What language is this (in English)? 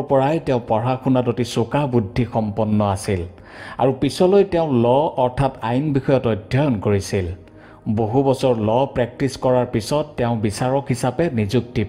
Assamese